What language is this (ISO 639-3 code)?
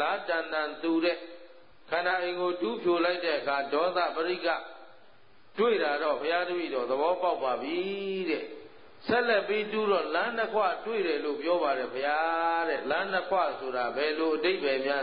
mya